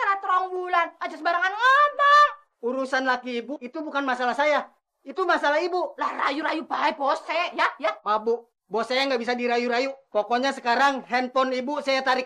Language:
Betawi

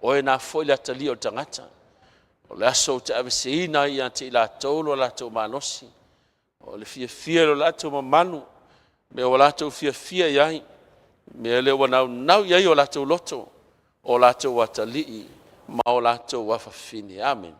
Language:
Samoan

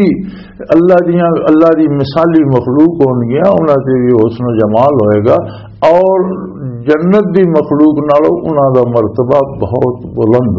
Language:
Western Panjabi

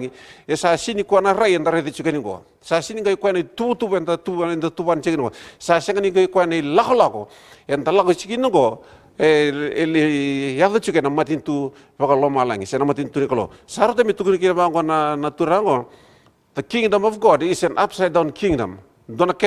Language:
Fijian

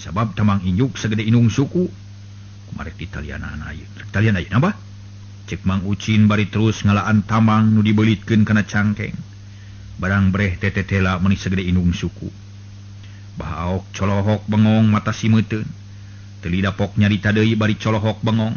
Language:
Sundanese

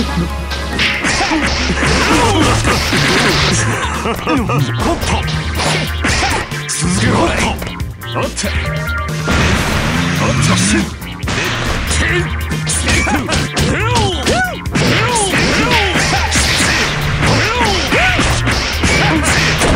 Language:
Japanese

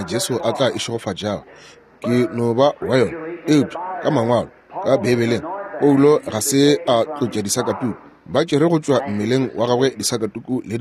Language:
Northern Sotho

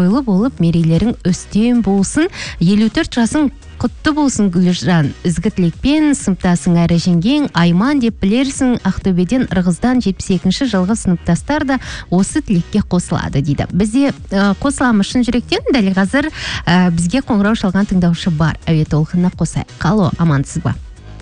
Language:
Kazakh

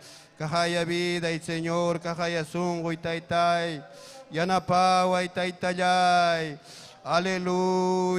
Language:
Ayacucho Quechua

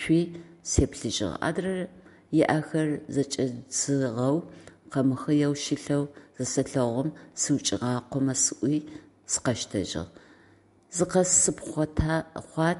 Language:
Adyghe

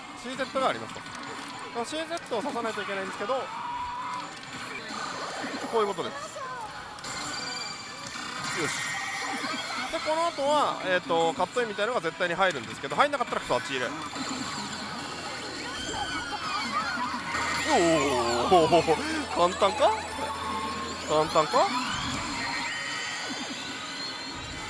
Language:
Japanese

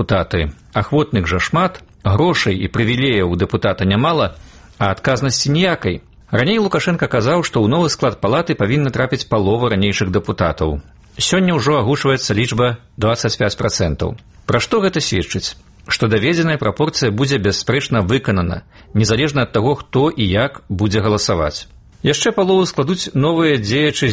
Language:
Belarusian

